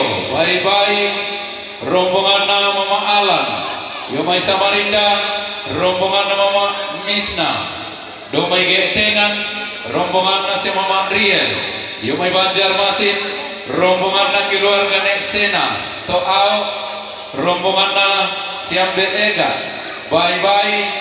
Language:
Toraja-Sa'dan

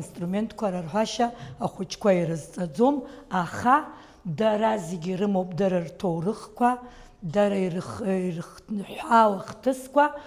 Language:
Abkhazian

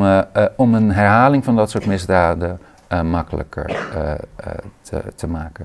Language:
Dutch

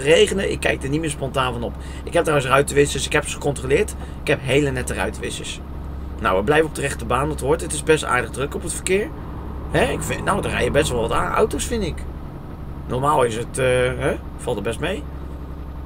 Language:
Dutch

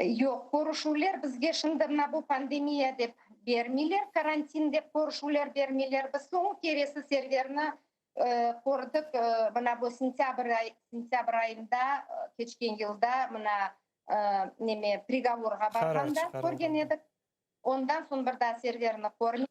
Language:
Crimean Tatar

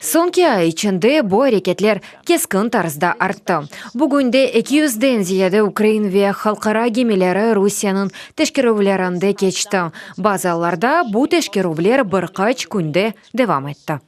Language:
Crimean Tatar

